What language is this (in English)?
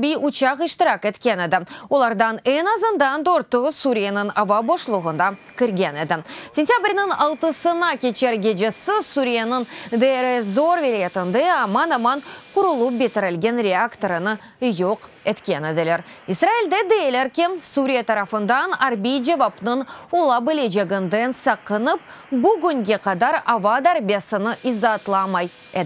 Crimean Tatar